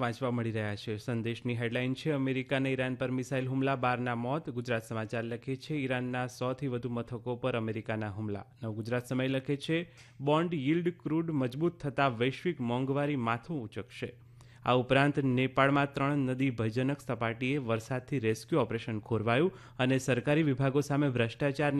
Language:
Gujarati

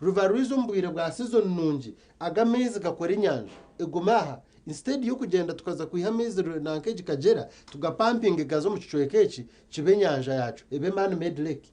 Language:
Nyankole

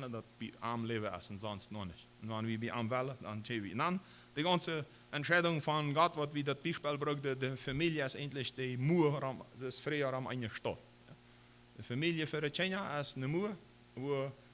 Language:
Plautdietsch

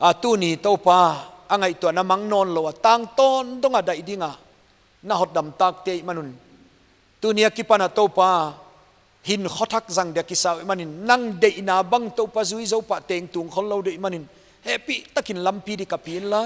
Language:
Paite Chin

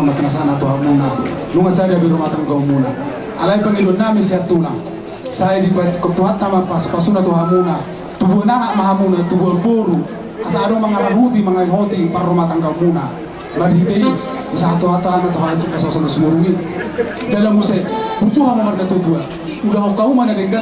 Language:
Batak Toba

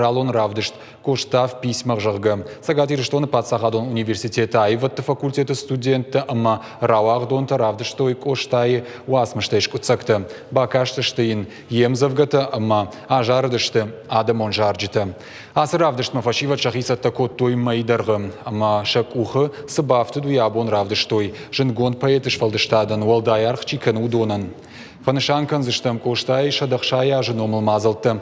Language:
Ossetic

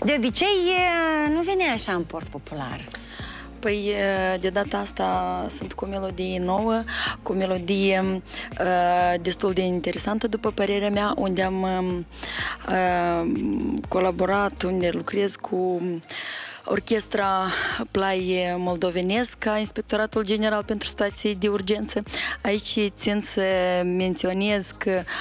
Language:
Romanian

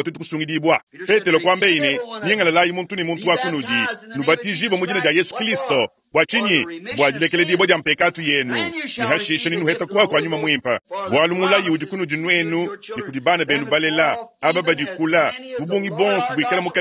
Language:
Luba-Lulua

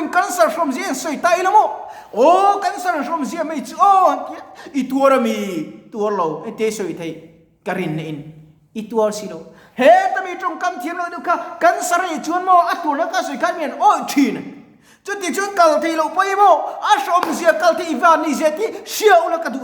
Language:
Mizo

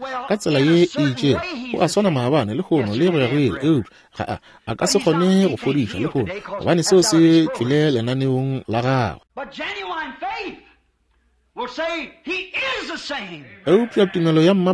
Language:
Northern Sotho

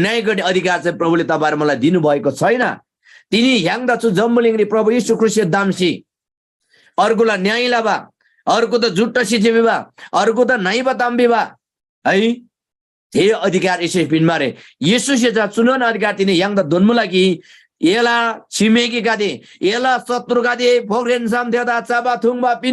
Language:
Eastern Tamang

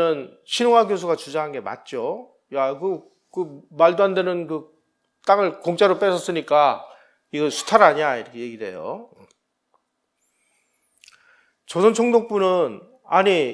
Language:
Korean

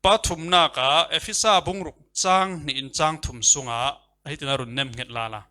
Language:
Falam Chin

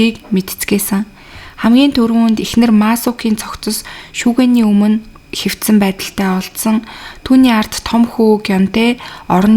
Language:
Mongolian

